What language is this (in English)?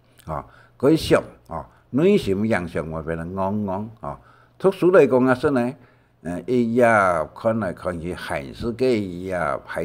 Hakka Chinese